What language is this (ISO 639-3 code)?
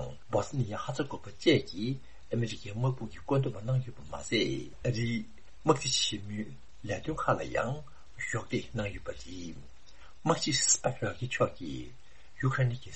bod